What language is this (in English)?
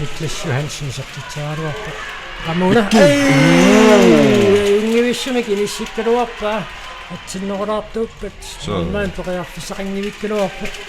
Kalaallisut